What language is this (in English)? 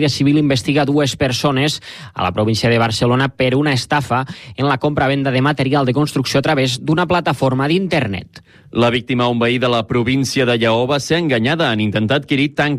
Catalan